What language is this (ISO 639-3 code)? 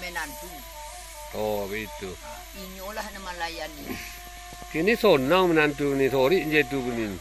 min